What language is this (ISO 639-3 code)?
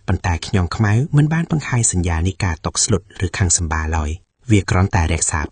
khm